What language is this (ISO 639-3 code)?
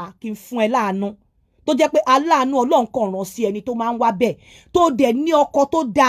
yor